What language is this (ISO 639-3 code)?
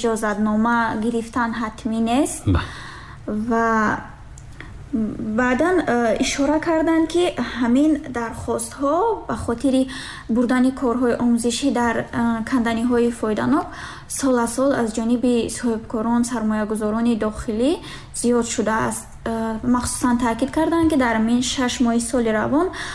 tgk